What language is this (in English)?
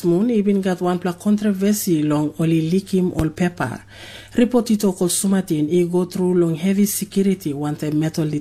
Tok Pisin